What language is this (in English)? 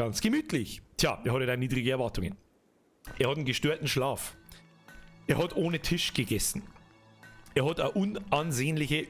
Bavarian